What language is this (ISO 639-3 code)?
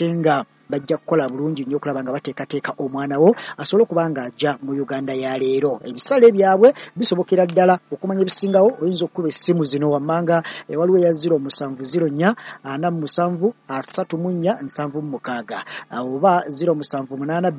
lug